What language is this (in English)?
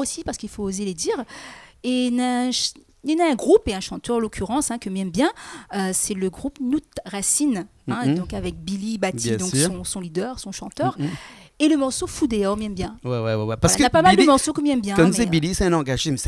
Réunion Creole French